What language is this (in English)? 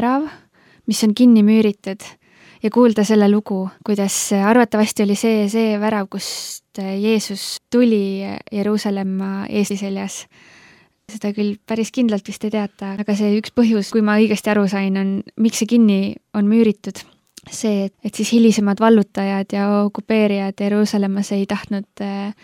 Estonian